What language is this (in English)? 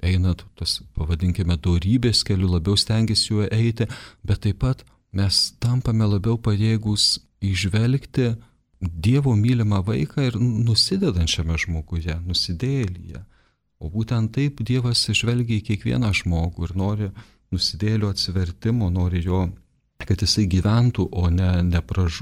Lithuanian